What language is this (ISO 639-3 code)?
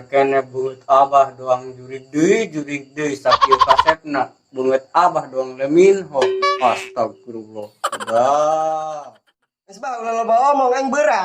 sun